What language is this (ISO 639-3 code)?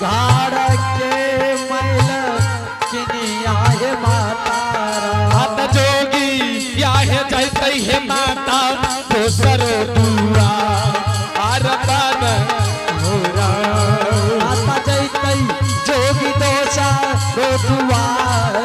anp